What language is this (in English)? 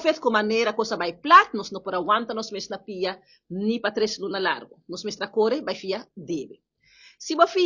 Papiamento